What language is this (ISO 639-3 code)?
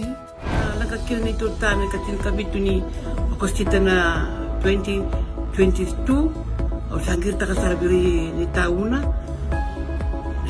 fij